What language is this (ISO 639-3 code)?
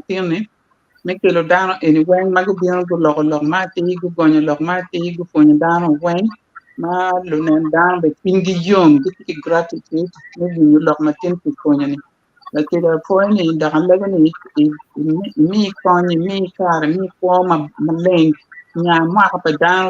ach